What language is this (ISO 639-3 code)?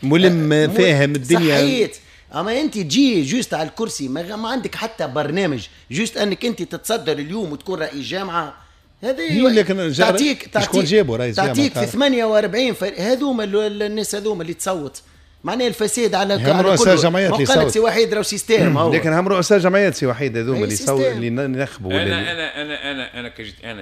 aeb